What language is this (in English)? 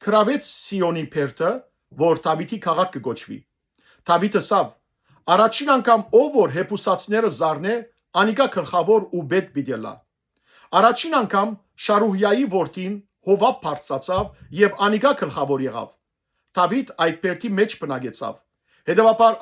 Western Armenian